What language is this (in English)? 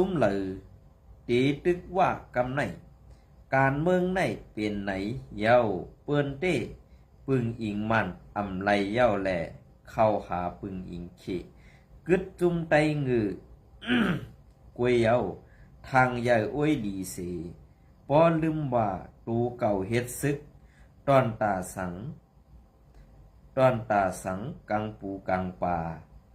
Shan